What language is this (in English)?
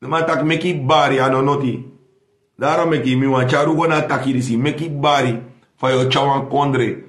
Sranan Tongo